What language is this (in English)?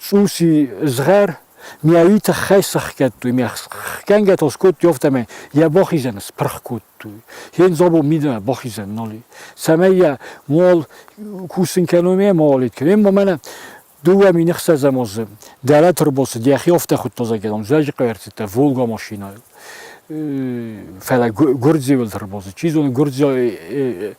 Ossetic